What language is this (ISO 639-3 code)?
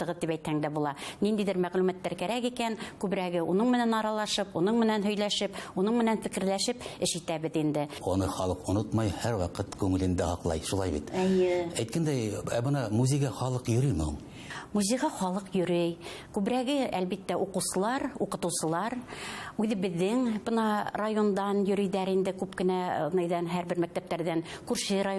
bak